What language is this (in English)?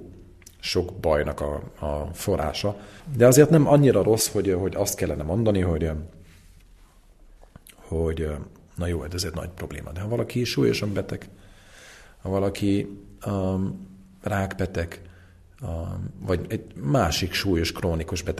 Hungarian